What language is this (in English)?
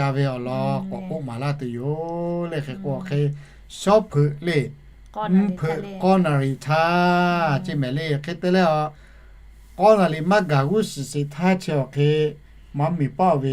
Lahu